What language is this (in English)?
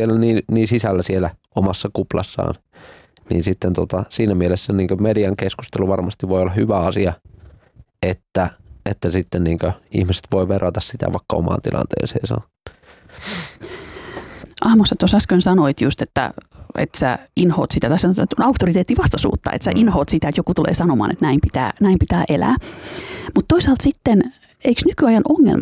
Finnish